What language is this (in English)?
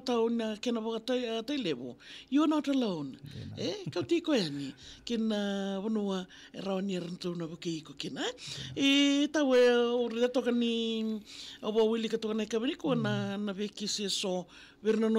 Fijian